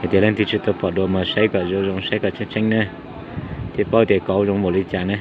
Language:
Hmong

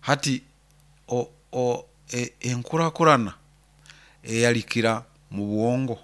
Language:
Nyoro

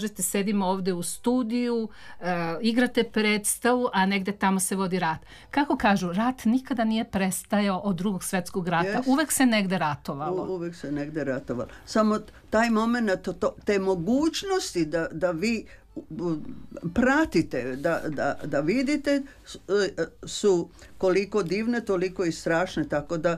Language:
Serbian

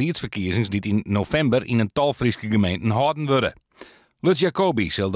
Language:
Western Frisian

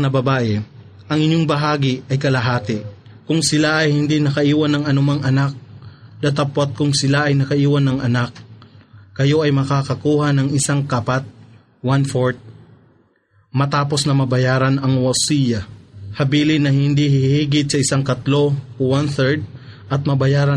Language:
Filipino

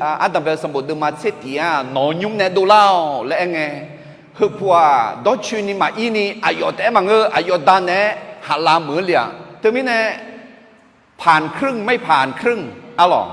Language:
Akha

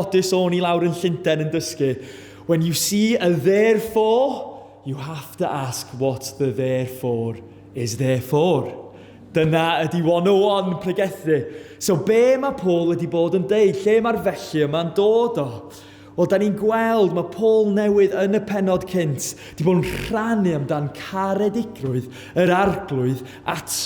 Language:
Welsh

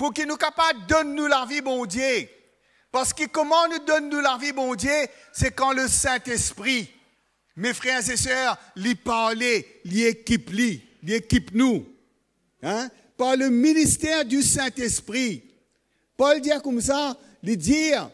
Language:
Morisyen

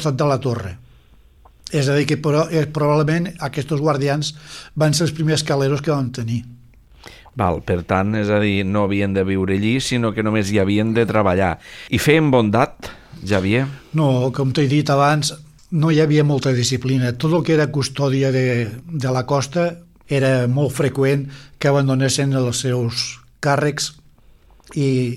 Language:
Catalan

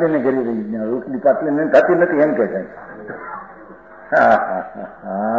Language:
Gujarati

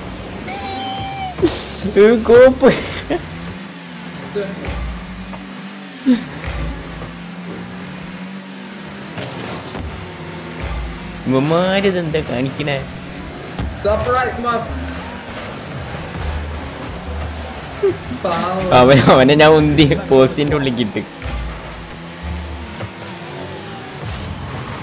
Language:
Malayalam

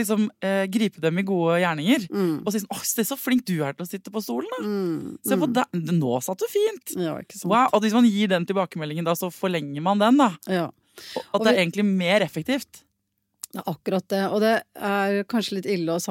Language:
Norwegian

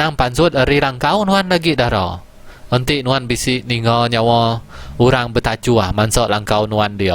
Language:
Iban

